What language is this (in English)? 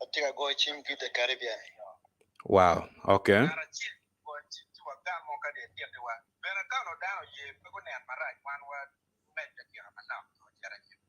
Acoli